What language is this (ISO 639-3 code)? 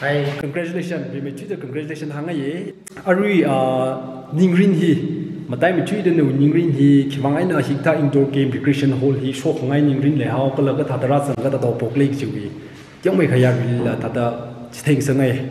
nmf